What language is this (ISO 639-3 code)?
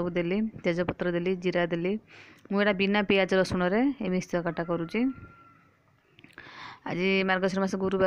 ori